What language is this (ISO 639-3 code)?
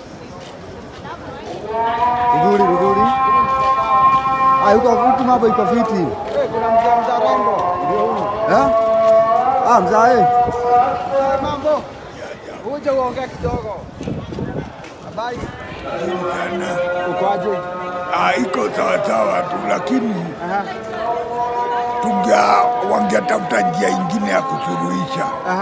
swa